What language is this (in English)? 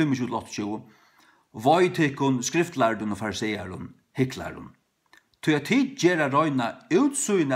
Faroese